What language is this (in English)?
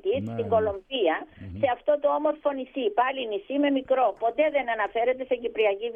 Greek